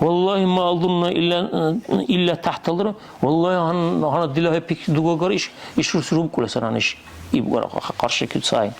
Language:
Dargwa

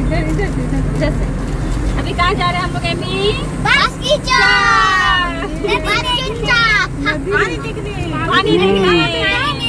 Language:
Santali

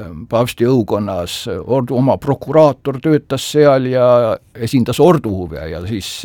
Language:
Estonian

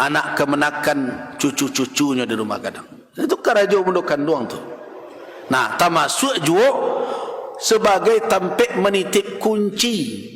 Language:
Minangkabau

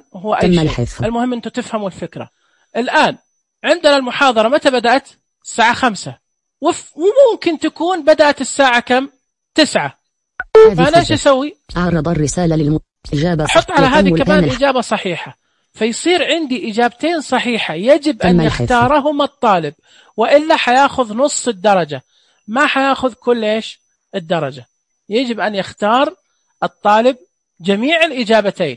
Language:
Najdi Arabic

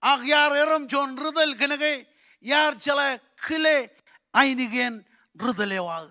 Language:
Marshallese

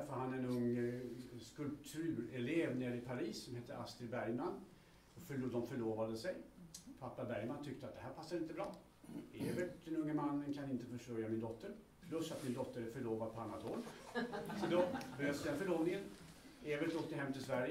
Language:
Swedish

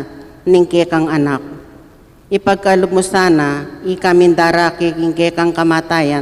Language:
Pampanga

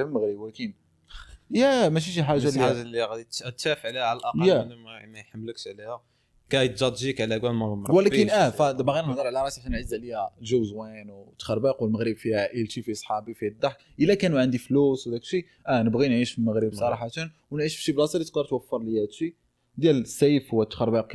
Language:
Moroccan Arabic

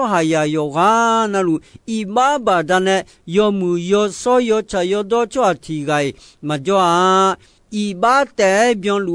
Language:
Akha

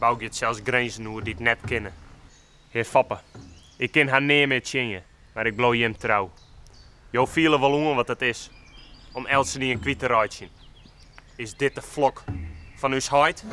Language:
Western Frisian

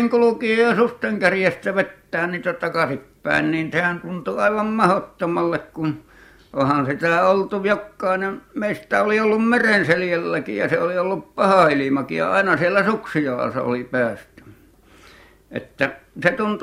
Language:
Finnish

